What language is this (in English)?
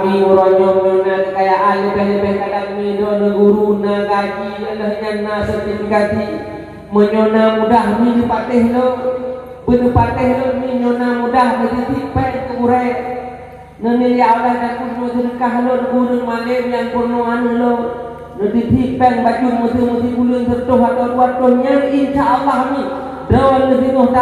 Achinese